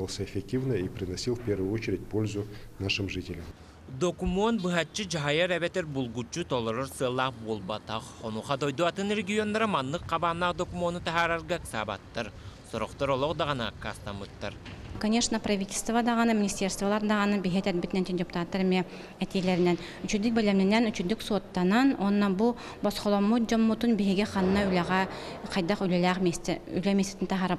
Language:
Yakut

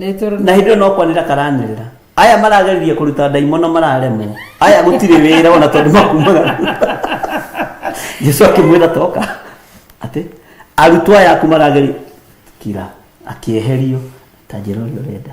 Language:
Kikuyu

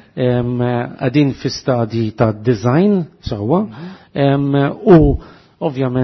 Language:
Maltese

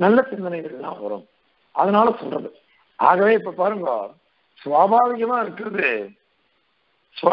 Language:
Tamil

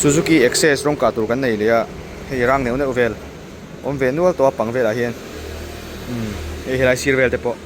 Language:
Mizo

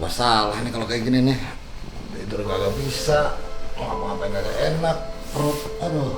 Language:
Betawi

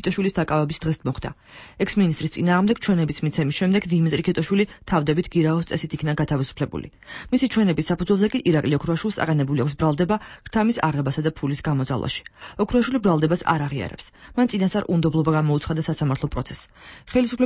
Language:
Georgian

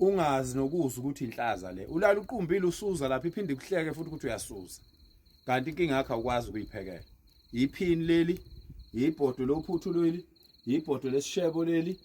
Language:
Zulu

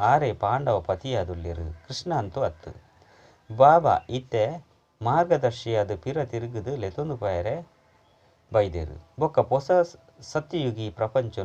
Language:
Tulu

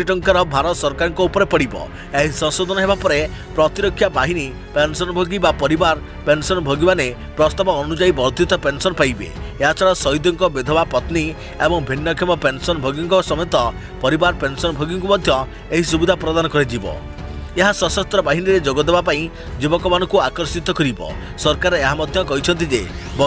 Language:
Odia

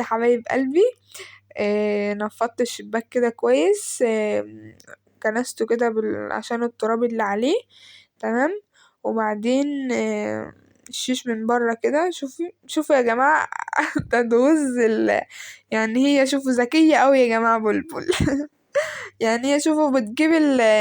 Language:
Egyptian Arabic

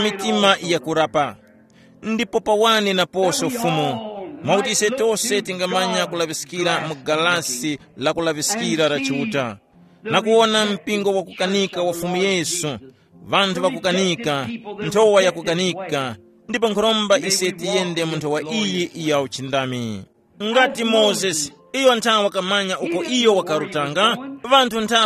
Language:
Tumbuka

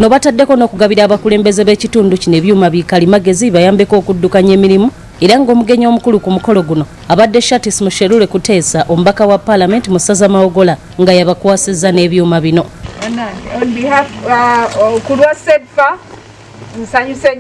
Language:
Ganda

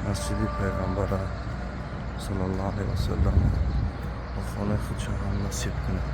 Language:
Tajik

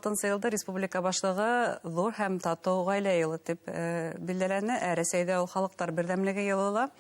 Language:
Bashkir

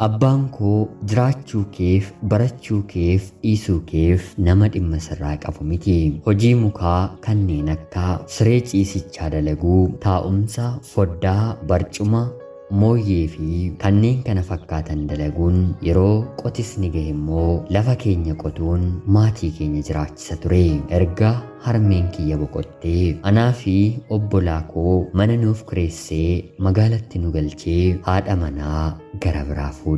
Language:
Oromo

